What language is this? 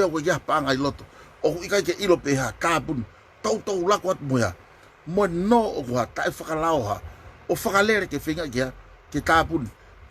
Tongan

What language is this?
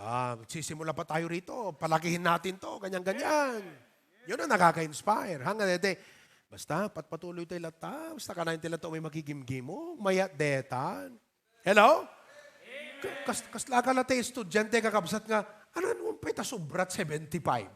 Iloko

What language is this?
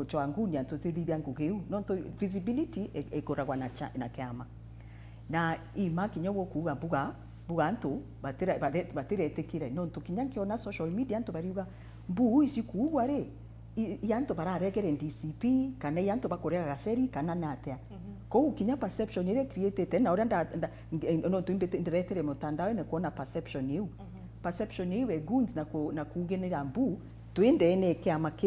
Meru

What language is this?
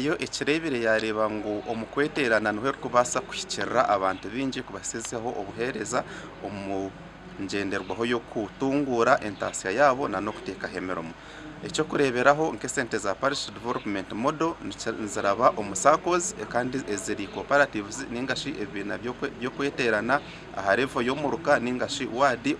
Nyankole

